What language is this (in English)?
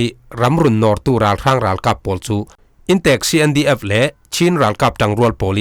Falam Chin